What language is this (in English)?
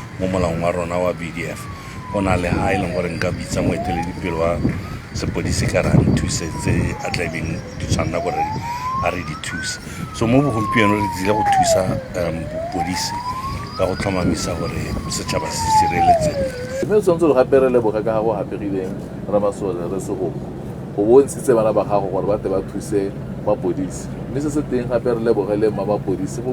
Tswana